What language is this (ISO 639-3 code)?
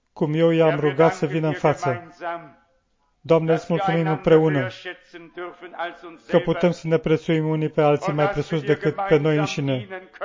ron